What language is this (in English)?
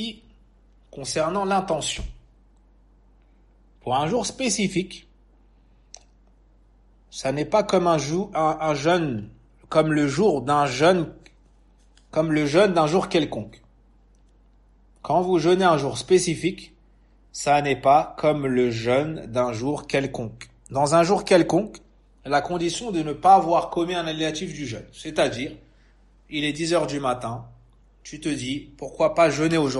French